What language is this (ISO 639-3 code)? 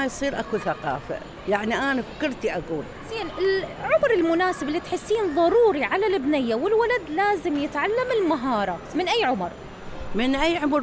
acm